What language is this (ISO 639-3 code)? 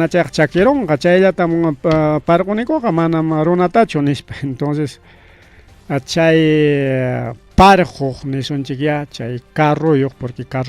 quy